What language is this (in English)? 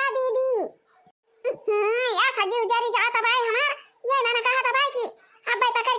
Awadhi